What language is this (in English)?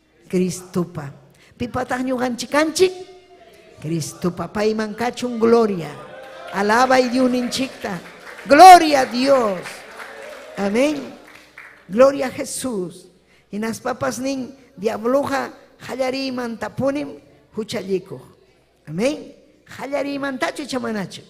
Ayacucho Quechua